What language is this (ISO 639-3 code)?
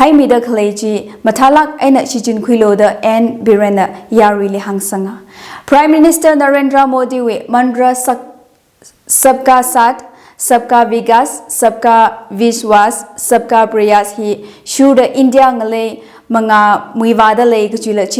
nmf